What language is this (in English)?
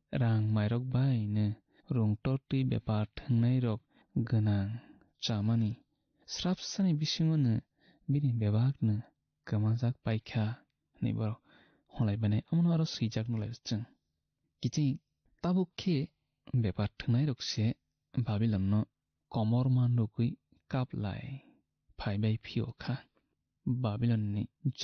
Kok Borok